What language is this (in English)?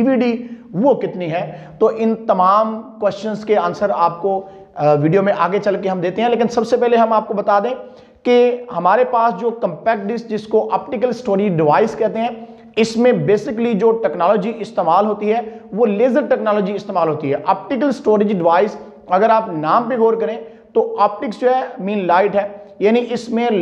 Hindi